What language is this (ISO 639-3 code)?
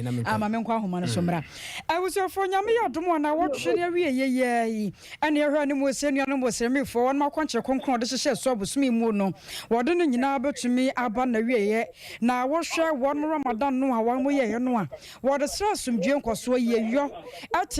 aka